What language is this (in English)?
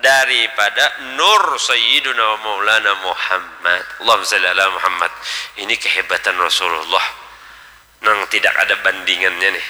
Banjar